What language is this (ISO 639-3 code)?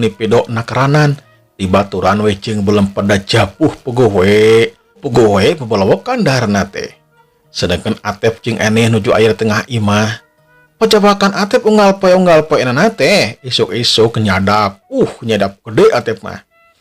sun